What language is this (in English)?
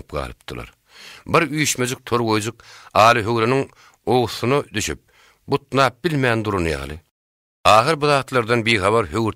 Turkmen